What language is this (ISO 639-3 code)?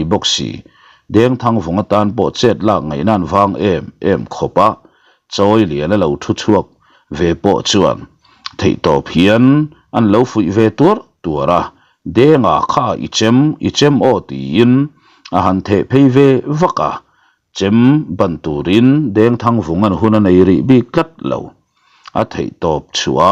lus